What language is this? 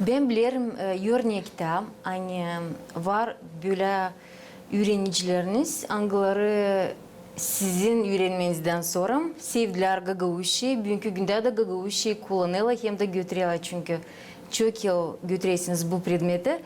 Gagauz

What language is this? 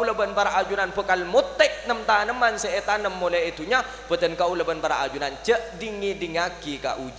Madurese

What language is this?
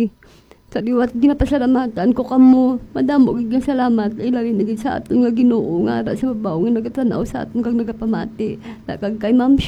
Hiligaynon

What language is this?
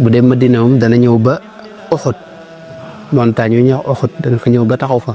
Wolof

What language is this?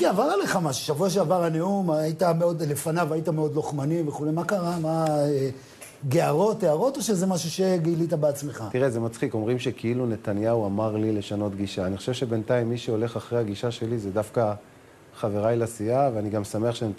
Hebrew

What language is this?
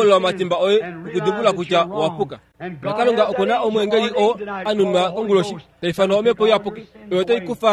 Kuanyama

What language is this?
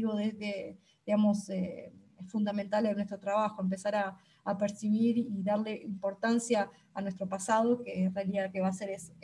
Spanish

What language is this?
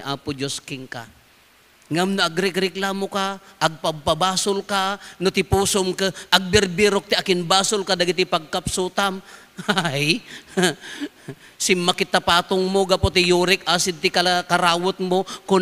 Iloko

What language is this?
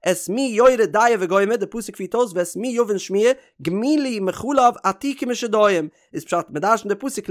Yiddish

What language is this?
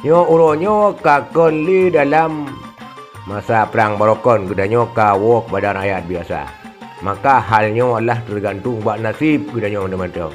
Achinese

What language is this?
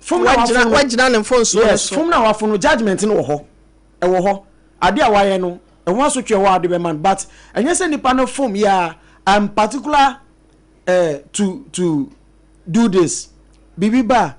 Akan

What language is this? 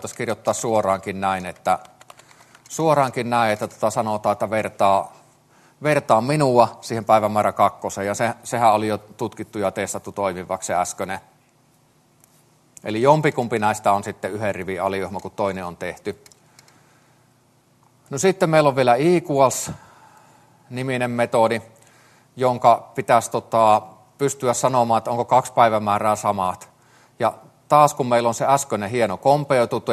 Finnish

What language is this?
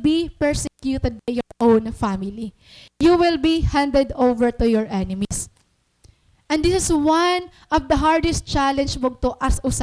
Waray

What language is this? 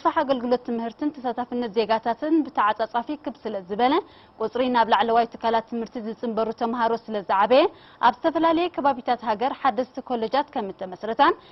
Tigrinya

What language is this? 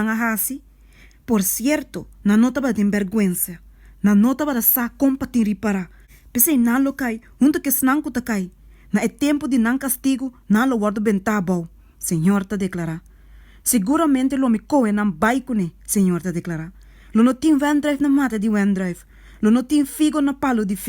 Papiamento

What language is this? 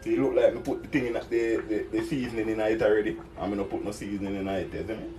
Jamaican Creole English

